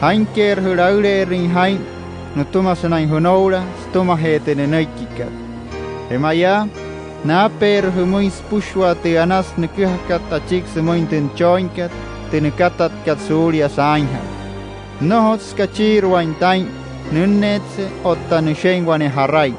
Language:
Wayuu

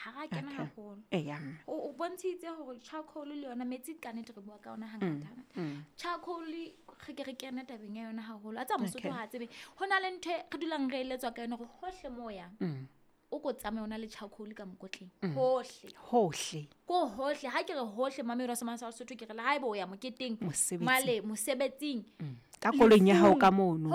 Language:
Southern Sotho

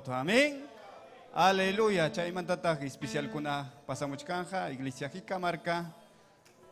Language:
Ayacucho Quechua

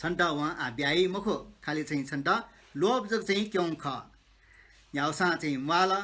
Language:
Newari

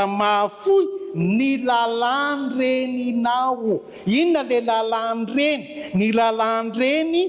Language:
Malagasy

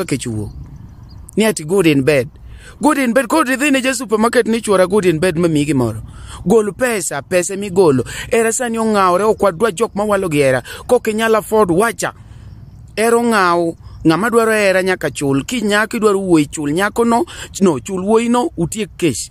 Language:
Luo (Kenya and Tanzania)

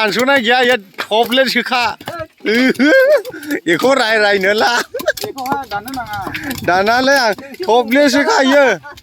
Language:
Bodo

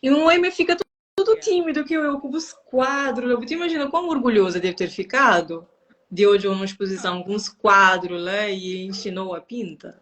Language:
Kabuverdianu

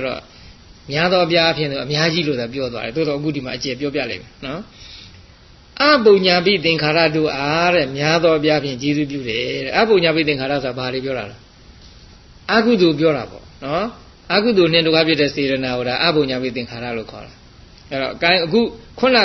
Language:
Burmese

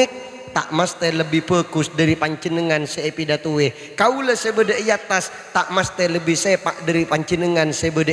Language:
Madurese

